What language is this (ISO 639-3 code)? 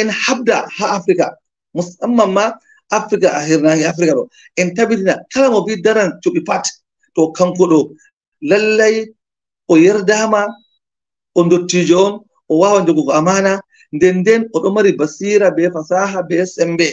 ful